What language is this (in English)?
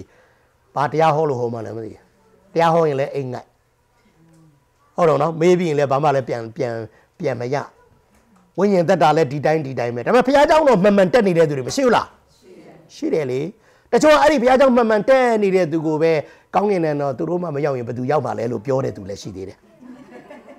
Burmese